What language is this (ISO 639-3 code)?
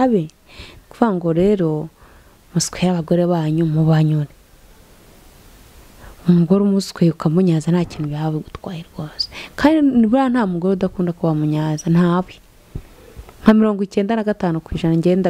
kin